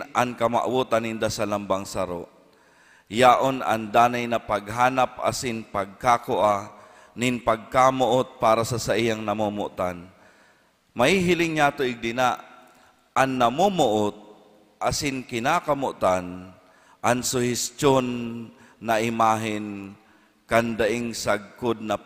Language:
Bikol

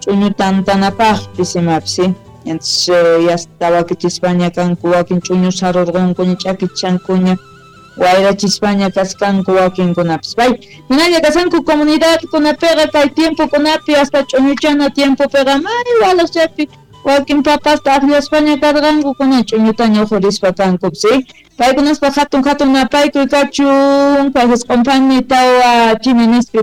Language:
South Bolivian Quechua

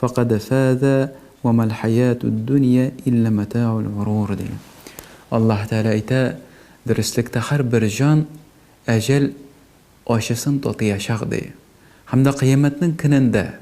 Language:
Tatar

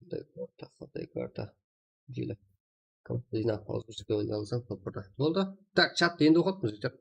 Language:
Kara-Kalpak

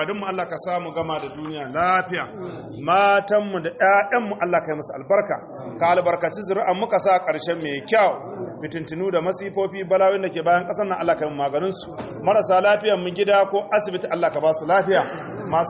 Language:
Hausa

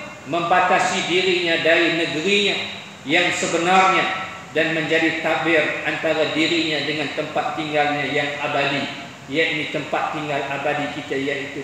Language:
Malay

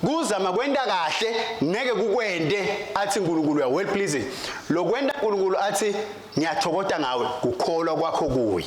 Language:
Swati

